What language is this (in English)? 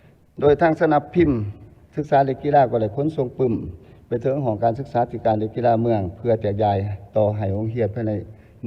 Lao